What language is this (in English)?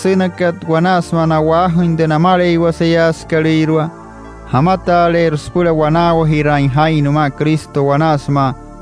Wayuu